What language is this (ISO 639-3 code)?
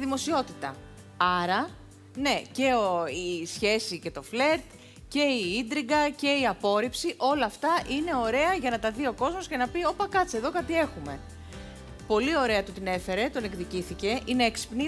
ell